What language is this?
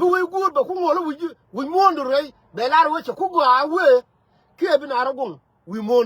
Nuer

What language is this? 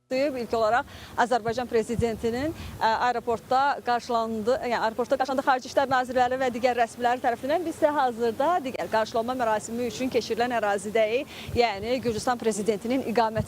Azerbaijani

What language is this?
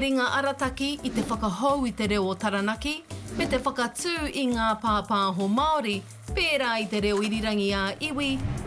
Māori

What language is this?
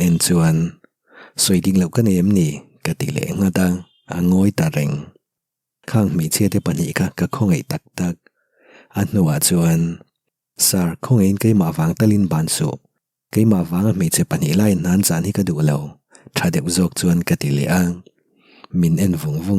Mizo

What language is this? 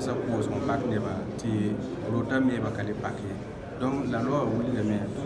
Mossi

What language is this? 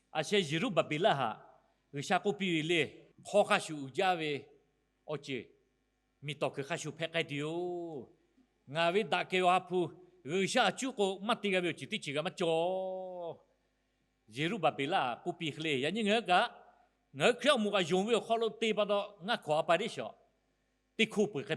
Lahu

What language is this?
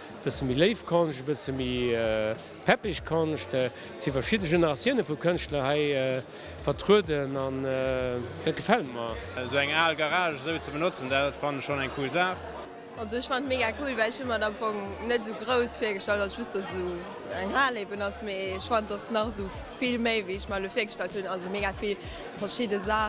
Luxembourgish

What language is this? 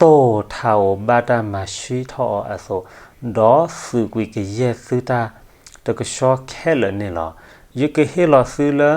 S'gaw Karen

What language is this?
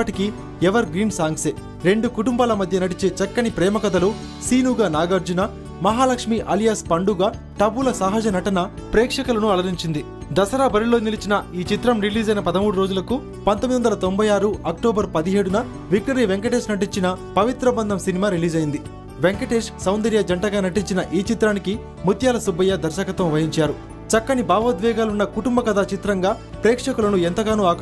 Telugu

